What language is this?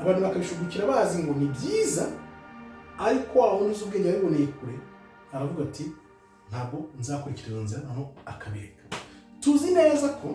Kinyarwanda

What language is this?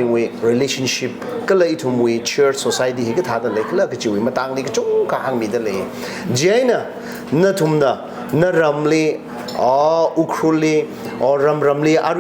Tangkhul Naga (India)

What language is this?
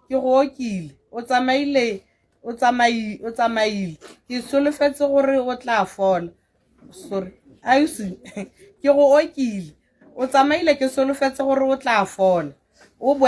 Tswana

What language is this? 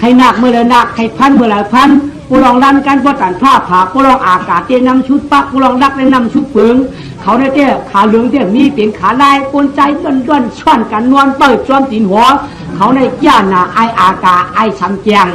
Shan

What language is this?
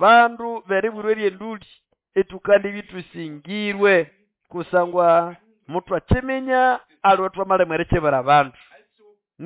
Nande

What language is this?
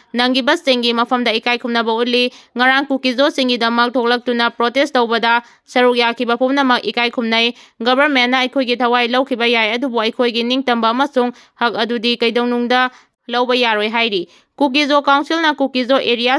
Manipuri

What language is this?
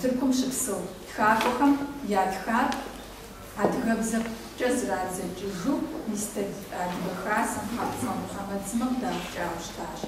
Kabardian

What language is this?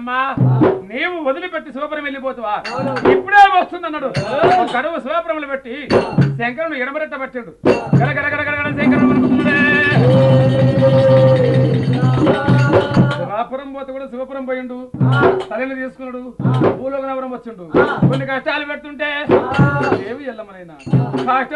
Telugu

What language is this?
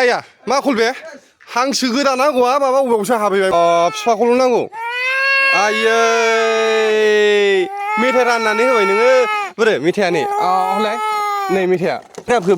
Bodo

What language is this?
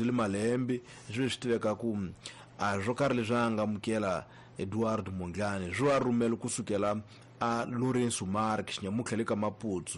Tsonga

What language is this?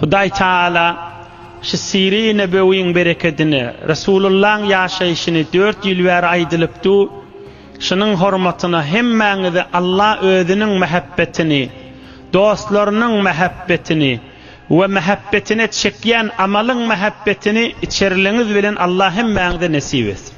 Turkmen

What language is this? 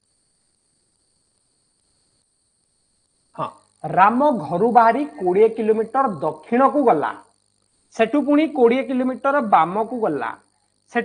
Odia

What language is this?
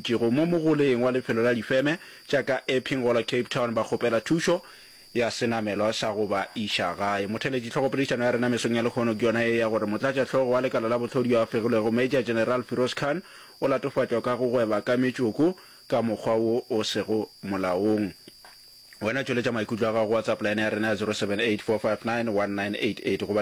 Northern Sotho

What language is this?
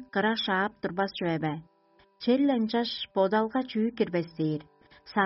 Tuvinian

